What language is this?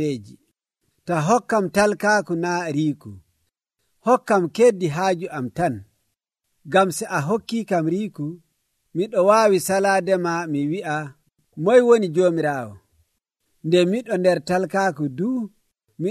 Nigerian Fulfulde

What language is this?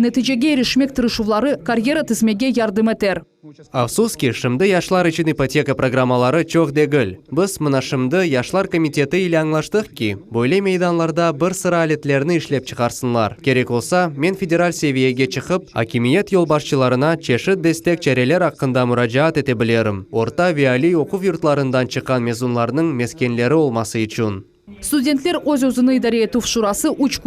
Crimean Tatar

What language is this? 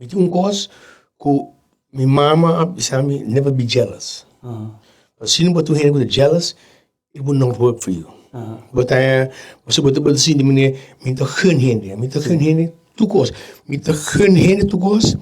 Papiamento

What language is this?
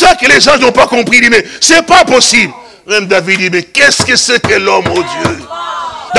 French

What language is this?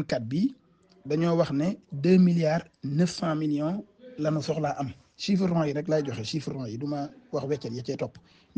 Wolof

